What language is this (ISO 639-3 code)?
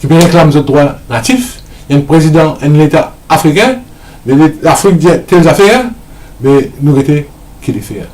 mfe